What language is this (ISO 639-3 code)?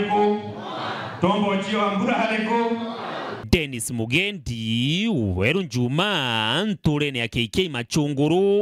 mer